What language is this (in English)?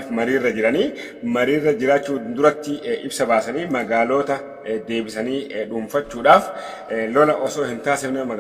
Oromo